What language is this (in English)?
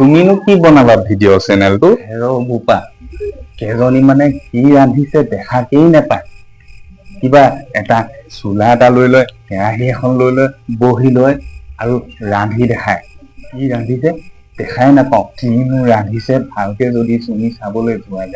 Assamese